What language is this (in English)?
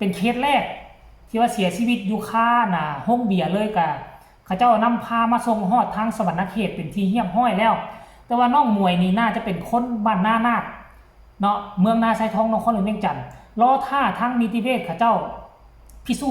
Lao